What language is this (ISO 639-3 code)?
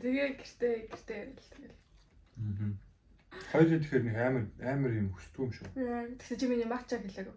mon